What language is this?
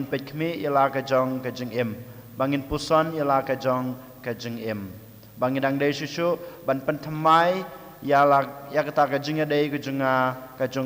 Khasi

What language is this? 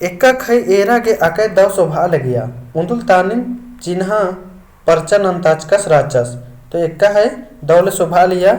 Kurukh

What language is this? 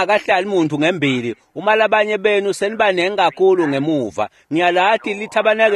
Swati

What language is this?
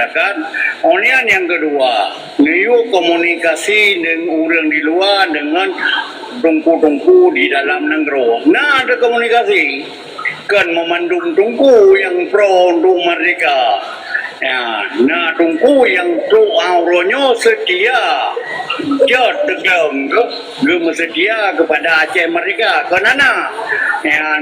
Achinese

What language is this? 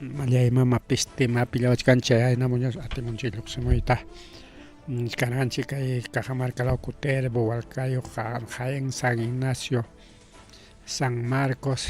Ayacucho Quechua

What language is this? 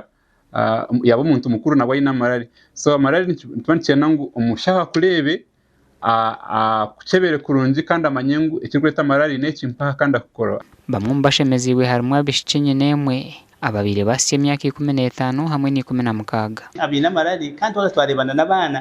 Nyankole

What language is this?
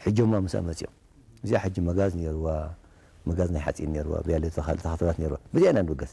Tigrinya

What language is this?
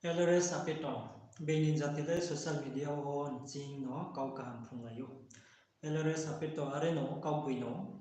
Riang (India)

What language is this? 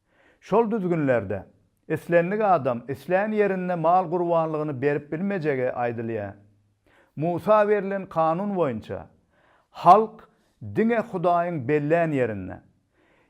Turkmen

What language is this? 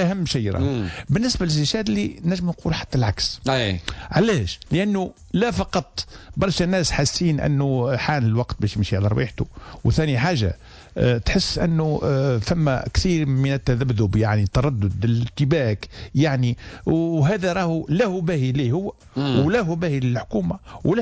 Tunisian Arabic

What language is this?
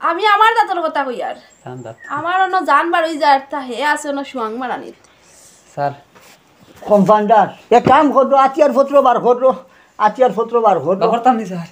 Sylheti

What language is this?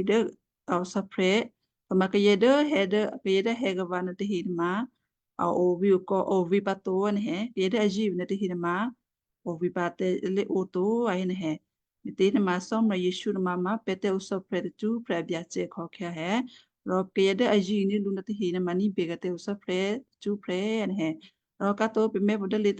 Western Kayah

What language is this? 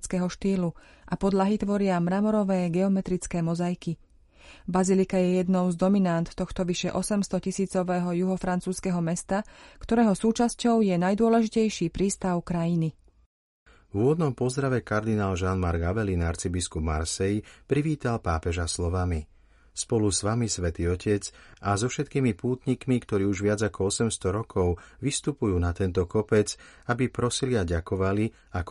Slovak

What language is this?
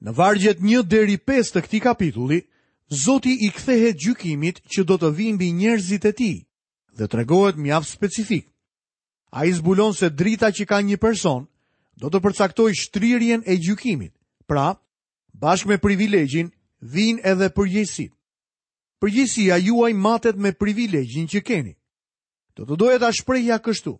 Albanian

